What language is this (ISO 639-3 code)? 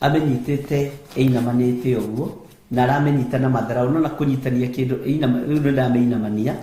kik